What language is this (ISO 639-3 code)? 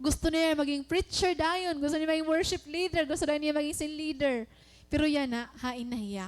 war